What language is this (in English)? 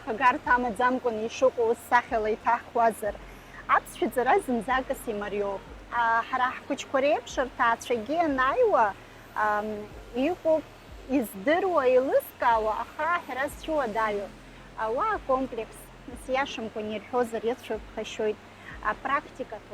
Abkhazian